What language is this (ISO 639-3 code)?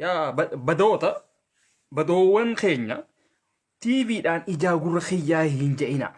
orm